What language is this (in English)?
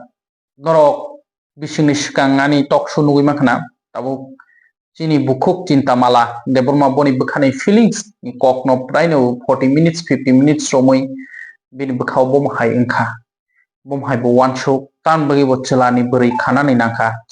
Kok Borok